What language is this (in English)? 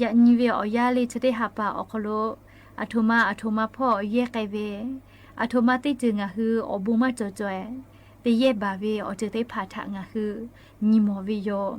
Lahu